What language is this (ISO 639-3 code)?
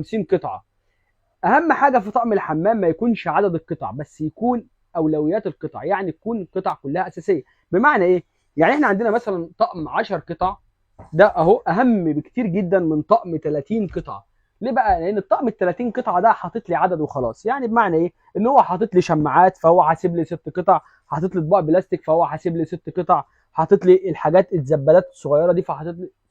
arz